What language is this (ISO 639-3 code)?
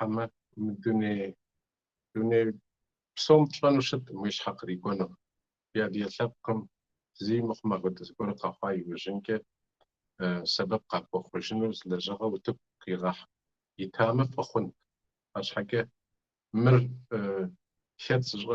kbd